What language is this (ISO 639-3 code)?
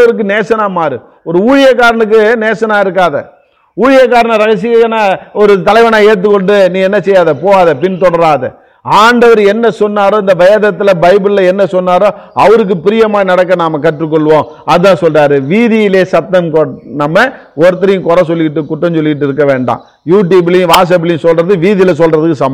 tam